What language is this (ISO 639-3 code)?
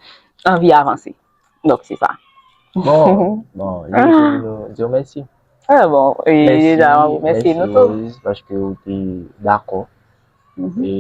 hat